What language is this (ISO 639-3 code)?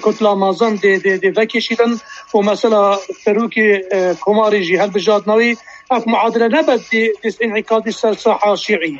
kur